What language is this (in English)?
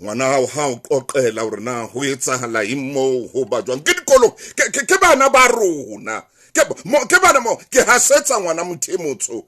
Southern Sotho